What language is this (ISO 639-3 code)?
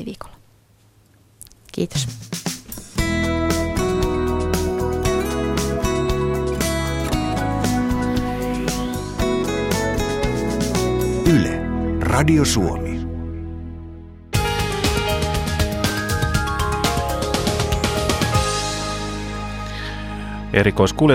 fin